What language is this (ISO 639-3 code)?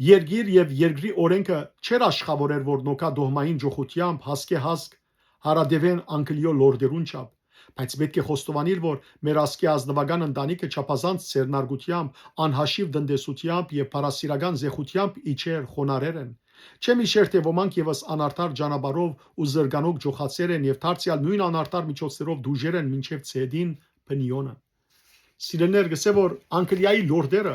hyw